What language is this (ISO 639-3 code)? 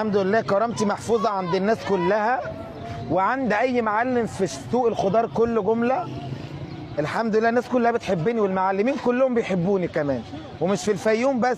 arz